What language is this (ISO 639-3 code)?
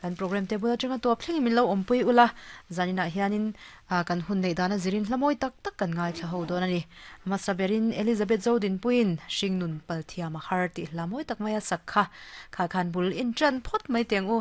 lus